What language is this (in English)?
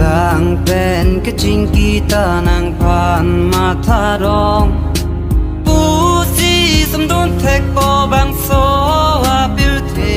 Karbi